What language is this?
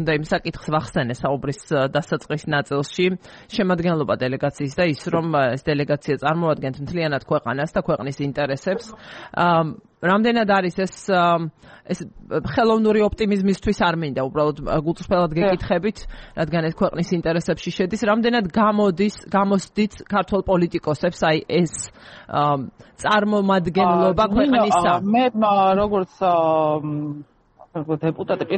Georgian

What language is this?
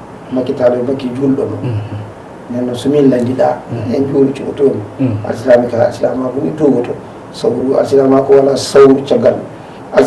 Fula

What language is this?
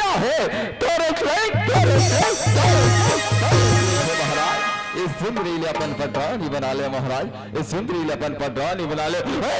Chhattisgarhi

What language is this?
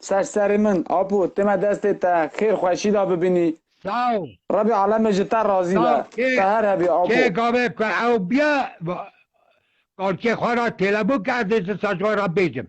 Kurdish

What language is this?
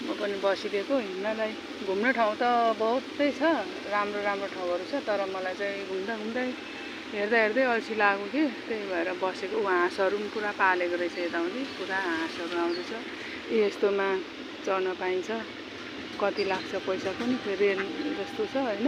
Nepali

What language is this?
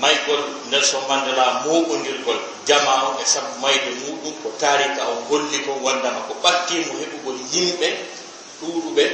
Fula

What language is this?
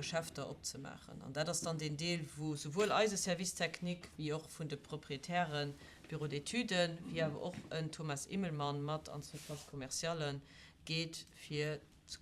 Luxembourgish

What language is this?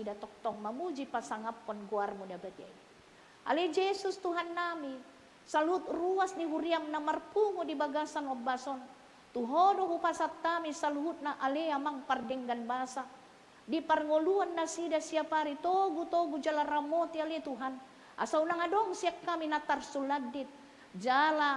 Batak Toba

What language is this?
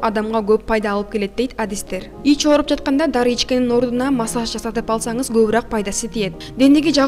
Kyrgyz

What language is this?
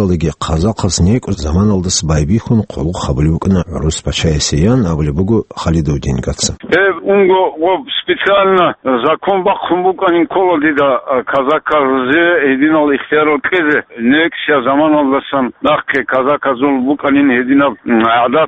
Avaric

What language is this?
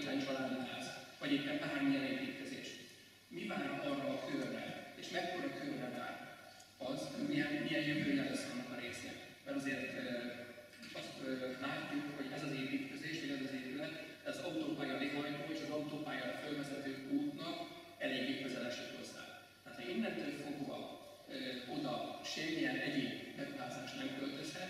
Hungarian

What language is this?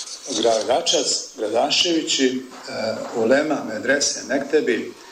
Bosnian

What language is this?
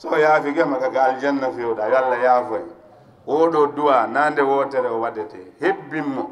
Fula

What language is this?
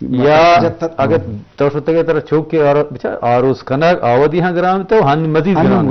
Eastern Balochi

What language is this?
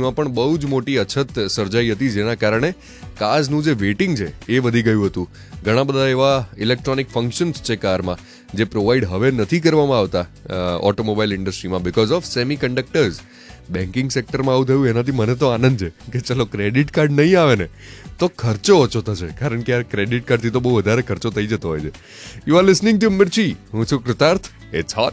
Gujarati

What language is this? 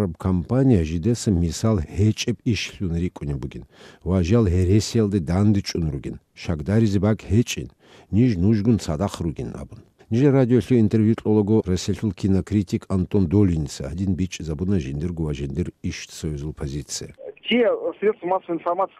Avaric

